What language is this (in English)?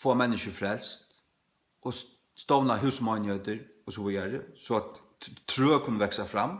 Faroese